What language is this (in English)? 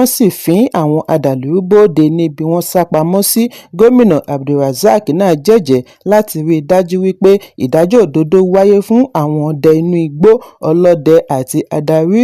Yoruba